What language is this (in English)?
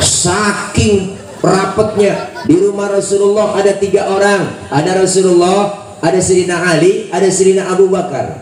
Betawi